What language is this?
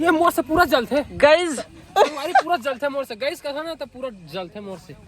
Chhattisgarhi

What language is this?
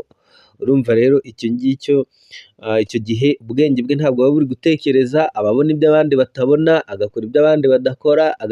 Kinyarwanda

